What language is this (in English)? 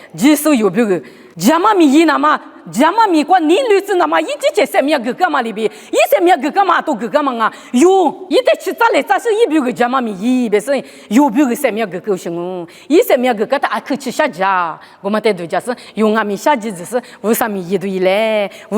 Lisu